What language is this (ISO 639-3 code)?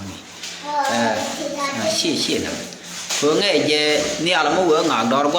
nus